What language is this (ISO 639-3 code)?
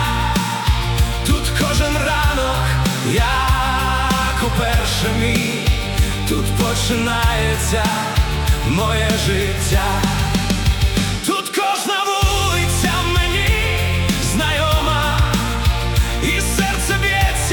ukr